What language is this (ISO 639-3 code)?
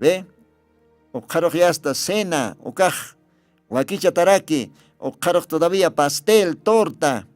aym